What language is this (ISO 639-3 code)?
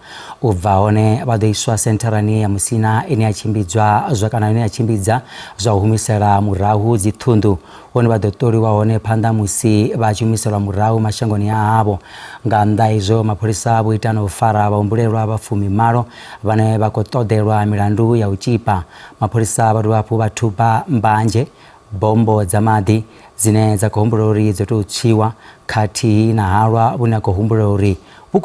ven